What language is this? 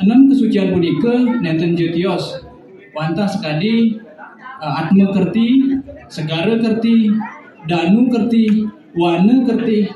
Balinese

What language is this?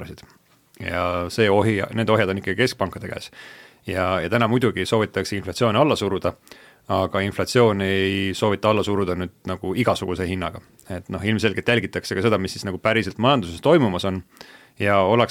Estonian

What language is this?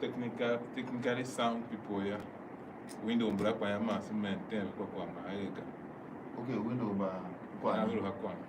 Tiv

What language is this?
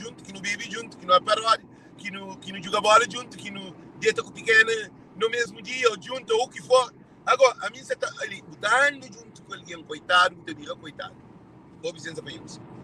Kabuverdianu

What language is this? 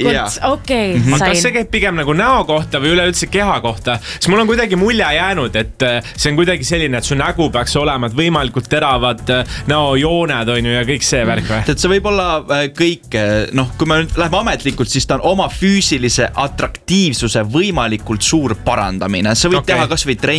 Estonian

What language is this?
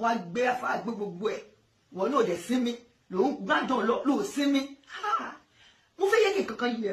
Yoruba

